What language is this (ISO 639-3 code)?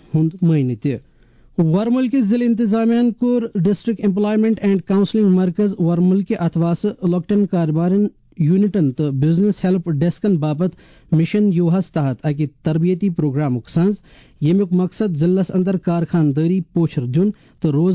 kas